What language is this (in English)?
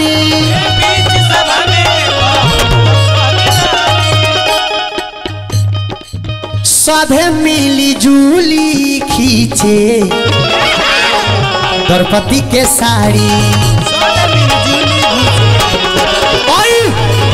Bhojpuri